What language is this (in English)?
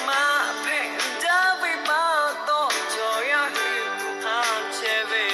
Lahu